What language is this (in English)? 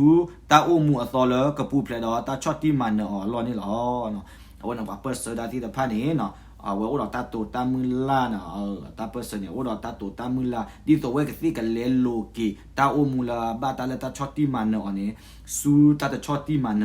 S'gaw Karen